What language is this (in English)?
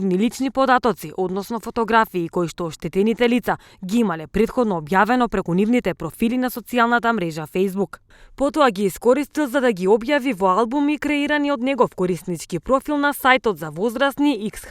Macedonian